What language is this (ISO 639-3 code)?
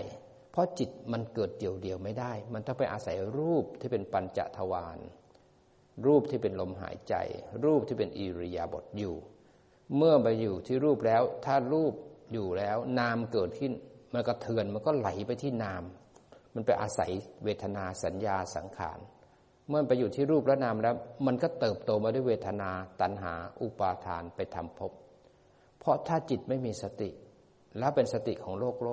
tha